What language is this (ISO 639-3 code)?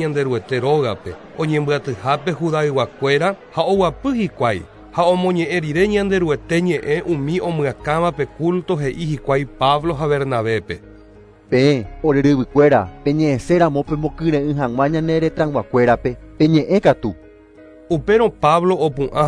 grn